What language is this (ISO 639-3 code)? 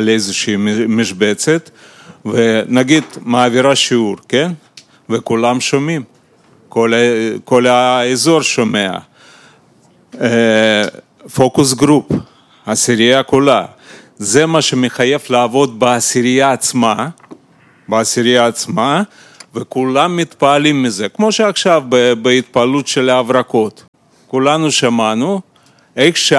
heb